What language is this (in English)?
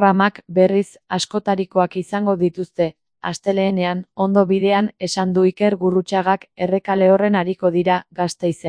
Basque